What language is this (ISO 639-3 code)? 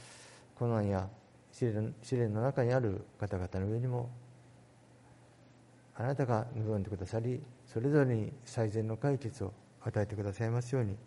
jpn